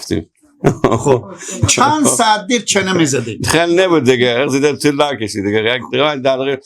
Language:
Persian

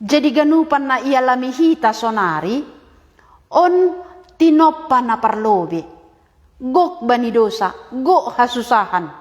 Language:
Batak Simalungun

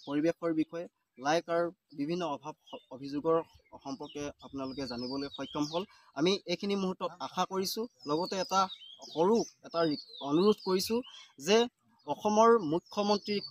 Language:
Assamese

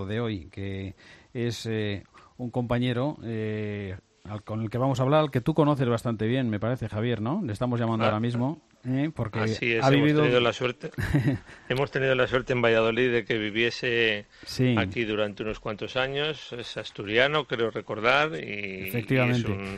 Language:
Spanish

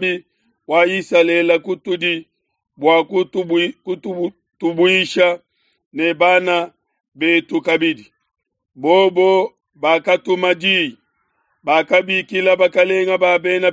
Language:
Luba-Lulua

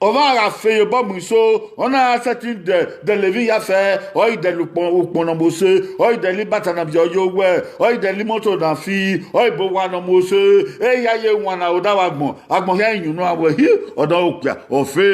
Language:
Bini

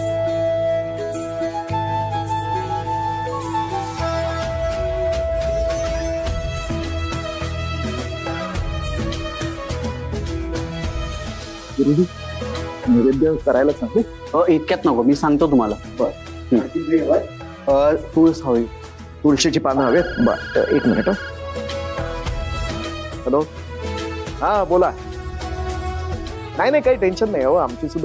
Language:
Marathi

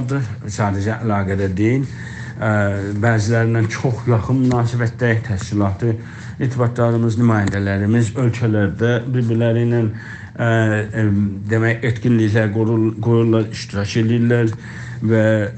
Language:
South Azerbaijani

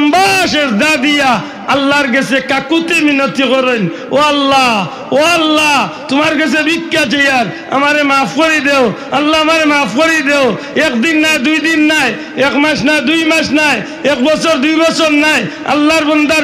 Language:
Sylheti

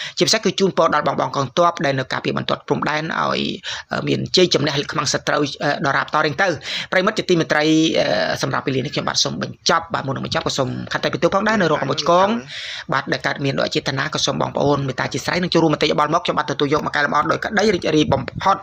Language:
Khmer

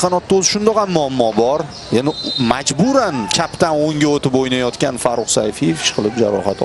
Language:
Uzbek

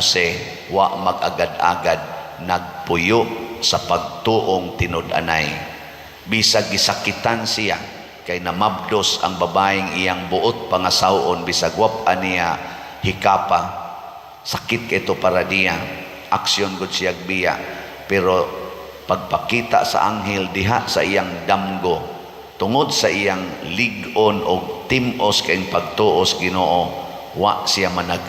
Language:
Cebuano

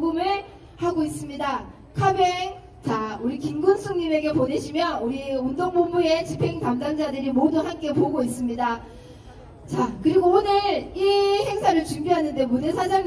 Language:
Korean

